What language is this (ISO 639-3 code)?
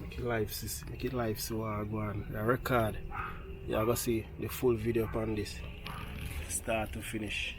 jam